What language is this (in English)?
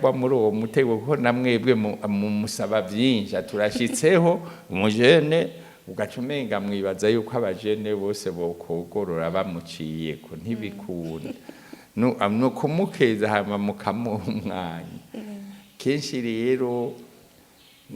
Rundi